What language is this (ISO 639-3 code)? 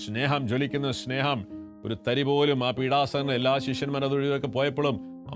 mal